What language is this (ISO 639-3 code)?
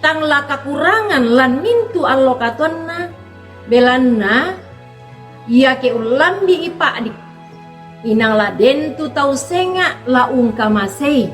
sda